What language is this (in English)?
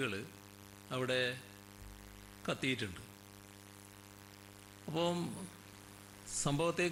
Malayalam